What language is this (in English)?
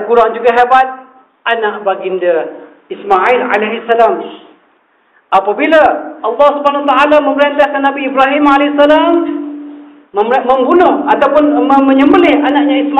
Malay